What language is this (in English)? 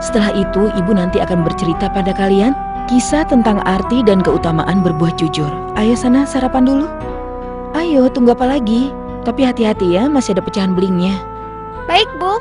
Indonesian